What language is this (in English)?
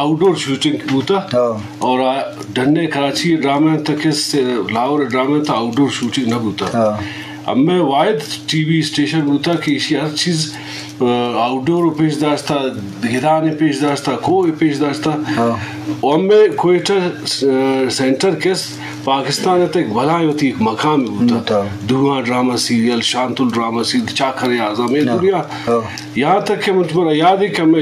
Eastern Balochi